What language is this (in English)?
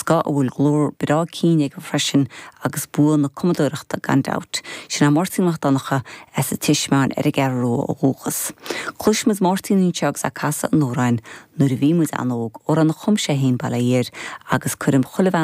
Irish